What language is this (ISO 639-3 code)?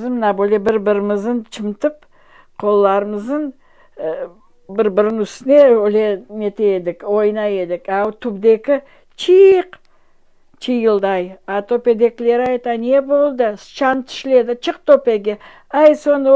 crh